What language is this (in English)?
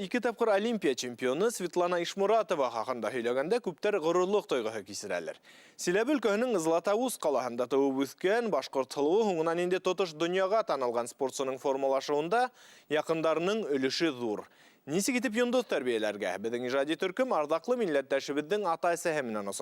Bashkir